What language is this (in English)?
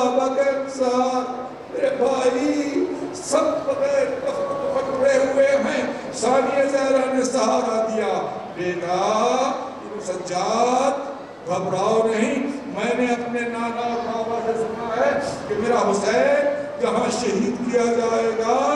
Urdu